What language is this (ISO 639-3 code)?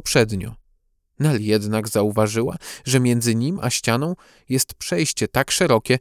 pol